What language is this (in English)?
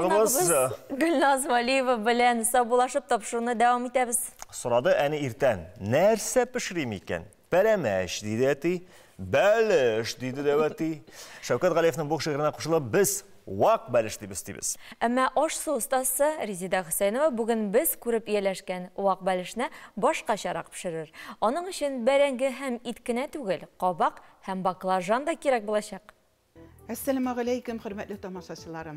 Tatar